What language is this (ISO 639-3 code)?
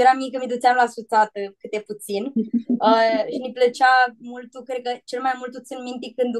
rup